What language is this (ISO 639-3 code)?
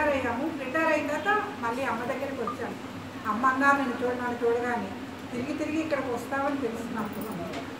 tel